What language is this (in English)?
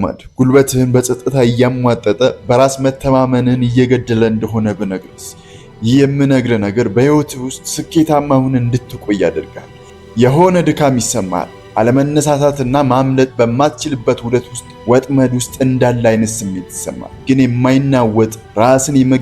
Amharic